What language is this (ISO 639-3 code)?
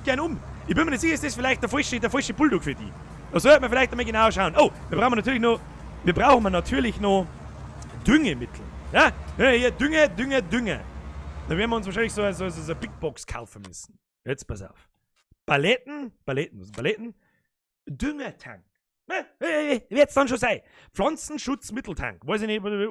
bar